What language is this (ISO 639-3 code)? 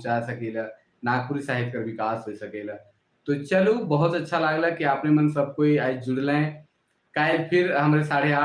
sck